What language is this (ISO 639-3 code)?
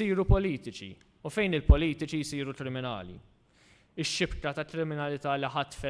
mlt